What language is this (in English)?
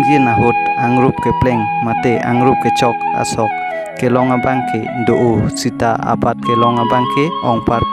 Karbi